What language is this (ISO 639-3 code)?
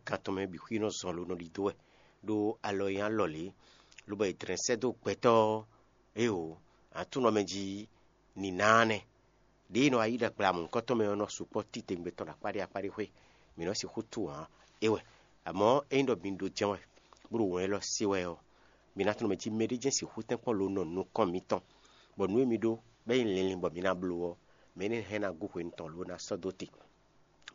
fon